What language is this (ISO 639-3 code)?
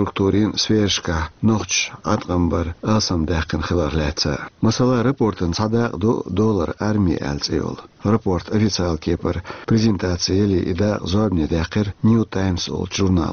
che